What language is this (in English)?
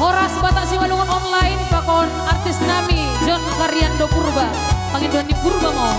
Batak Simalungun